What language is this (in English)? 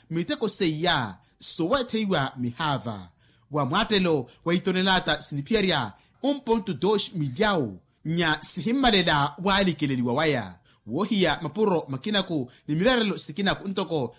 Makhuwa